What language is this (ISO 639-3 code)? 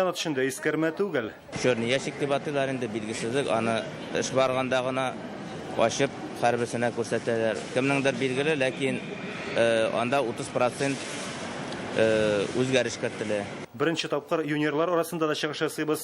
tat